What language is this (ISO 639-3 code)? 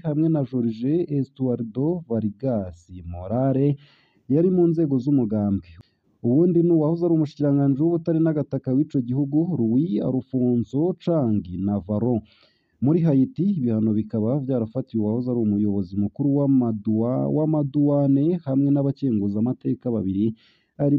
run